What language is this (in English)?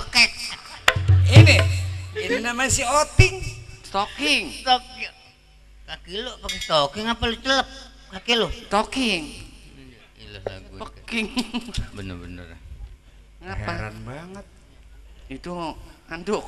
Betawi